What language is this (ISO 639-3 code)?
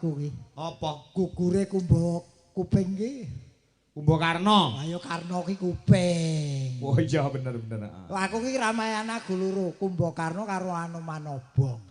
jav